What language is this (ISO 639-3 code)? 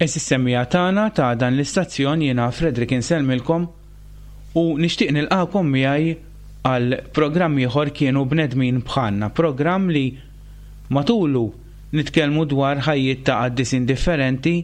mlt